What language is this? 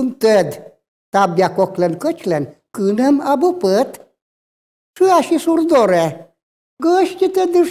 Komi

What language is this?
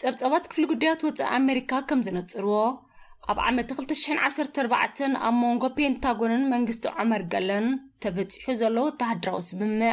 Tigrinya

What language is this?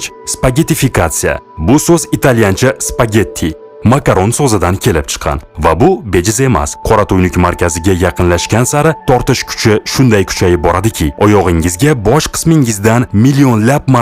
Uzbek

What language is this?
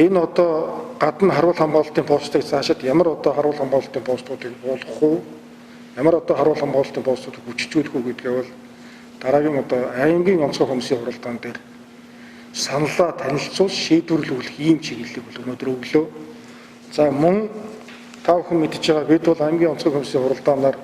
Mongolian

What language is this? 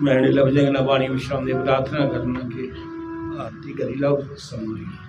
Dogri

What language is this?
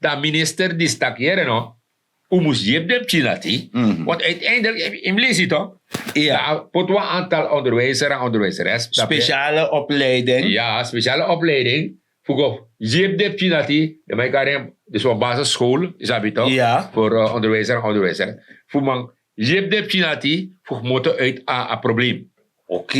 Sranan Tongo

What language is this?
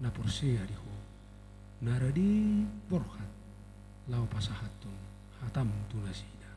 Batak Toba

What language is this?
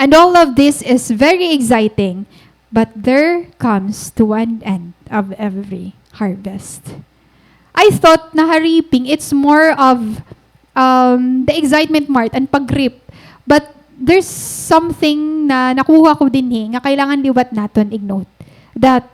Waray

